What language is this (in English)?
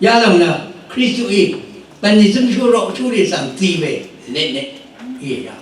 Rawang